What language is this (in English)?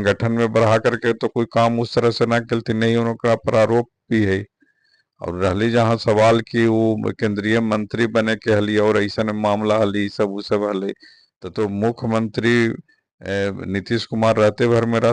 Magahi